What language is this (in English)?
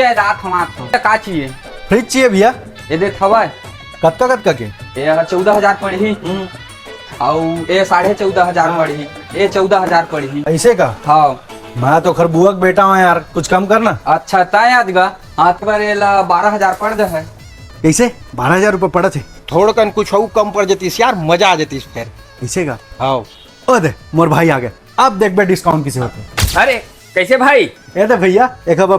Chhattisgarhi